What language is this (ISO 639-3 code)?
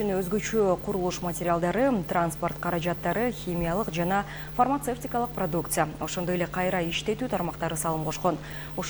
kir